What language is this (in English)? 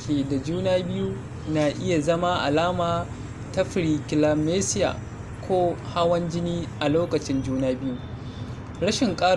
Hausa